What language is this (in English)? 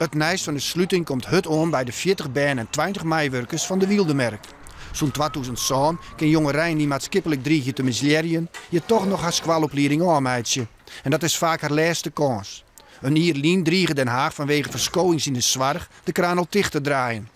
Western Frisian